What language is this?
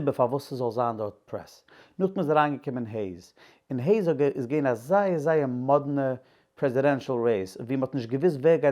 Yiddish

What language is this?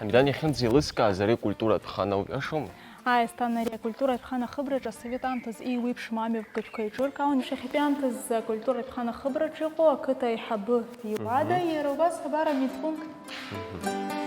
Abkhazian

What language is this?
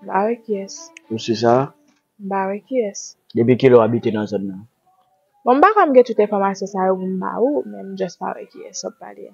Haitian Creole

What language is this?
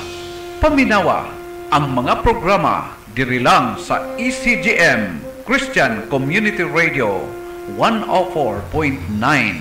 Cebuano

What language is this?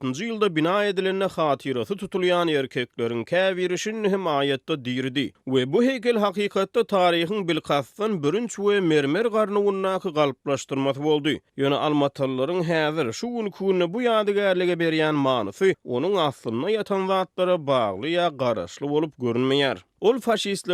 Turkmen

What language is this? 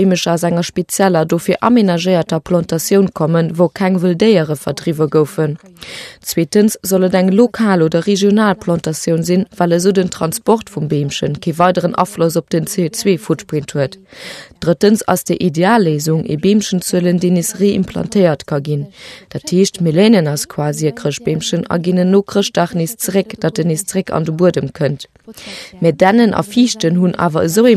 Luxembourgish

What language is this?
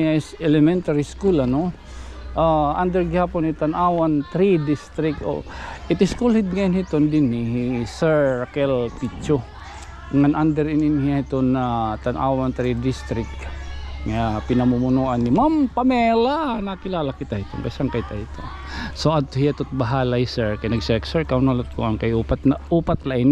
Waray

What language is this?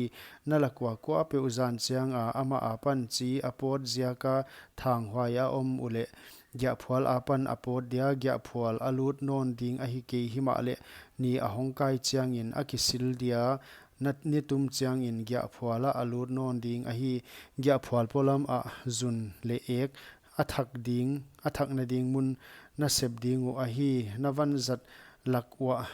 Paite Chin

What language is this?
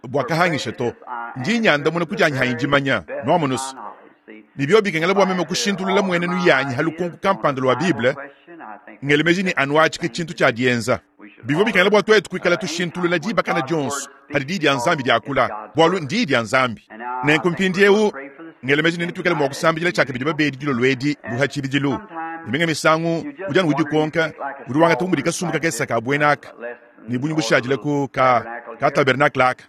Luba-Lulua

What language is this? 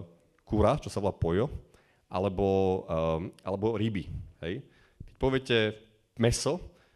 Slovak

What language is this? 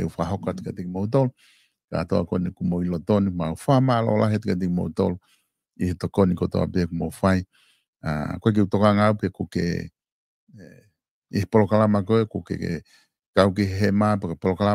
Tongan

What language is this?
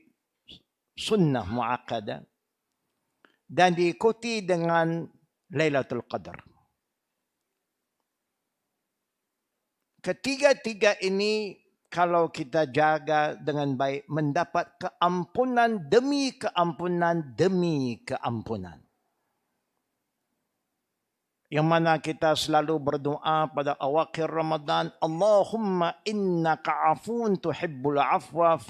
Malay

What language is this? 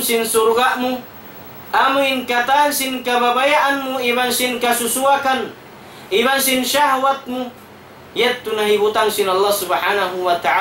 Tausug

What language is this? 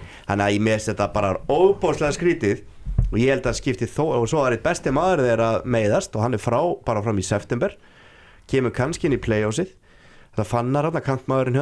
Icelandic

